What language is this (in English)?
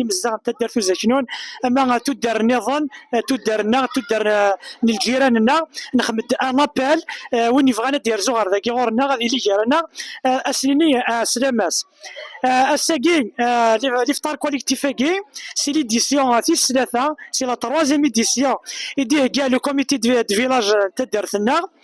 Kabyle